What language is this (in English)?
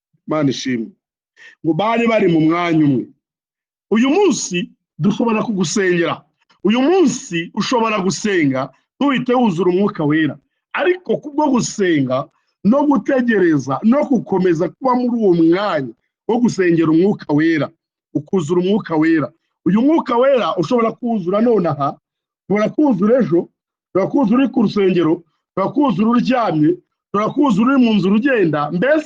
Kinyarwanda